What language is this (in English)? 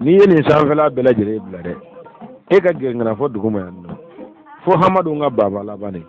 Bambara